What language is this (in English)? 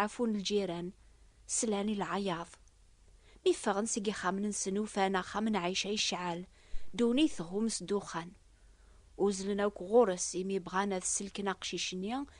Kabyle